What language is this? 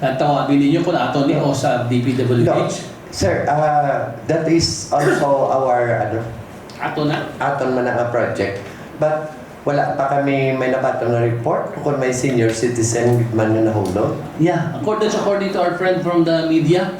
Hiligaynon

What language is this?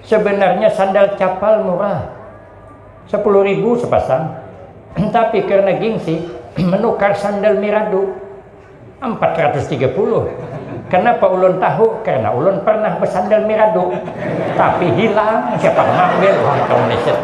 Banjar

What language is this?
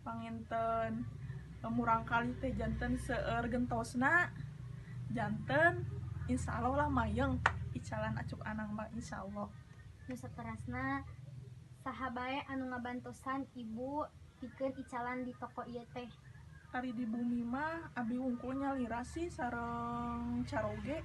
Sundanese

